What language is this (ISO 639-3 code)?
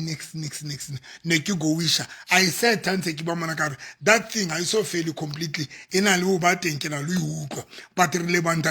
sot